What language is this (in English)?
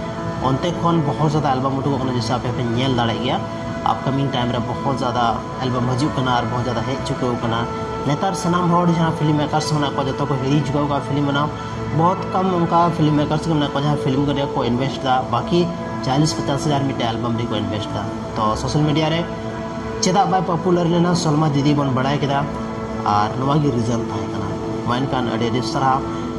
Santali